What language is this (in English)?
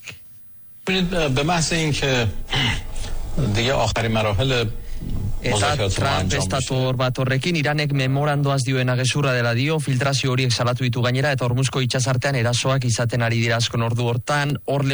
Basque